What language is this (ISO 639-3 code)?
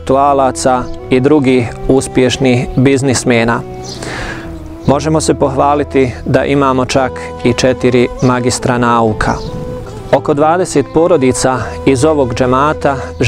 bos